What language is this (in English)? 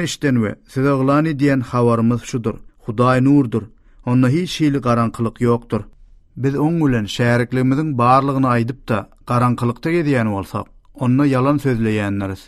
Turkmen